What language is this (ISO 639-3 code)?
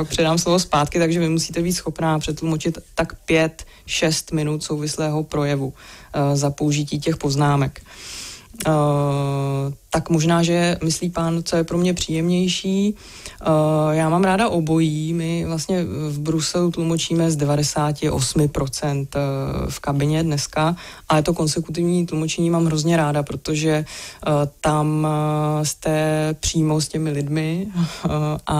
ces